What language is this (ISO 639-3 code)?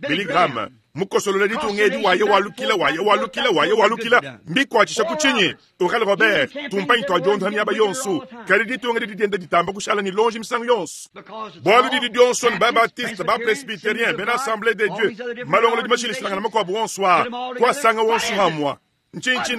lua